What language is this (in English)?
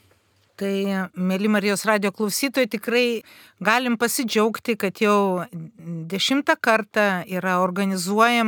Lithuanian